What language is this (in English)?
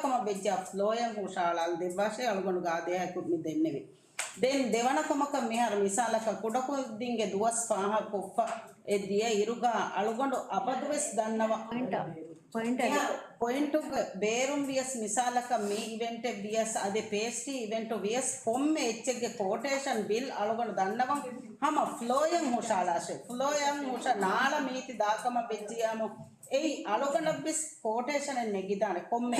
Divehi